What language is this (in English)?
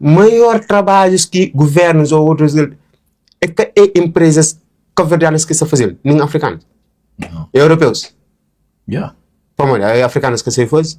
Kabuverdianu